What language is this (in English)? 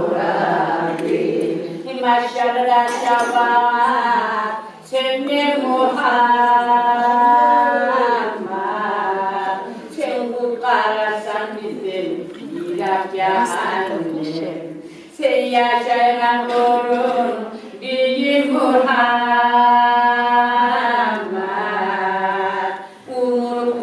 Kumyk